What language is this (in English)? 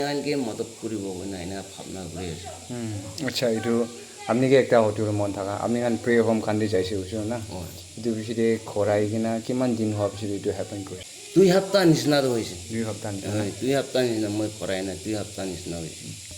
Naga Pidgin